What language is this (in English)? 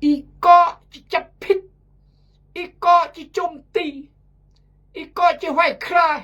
Khmu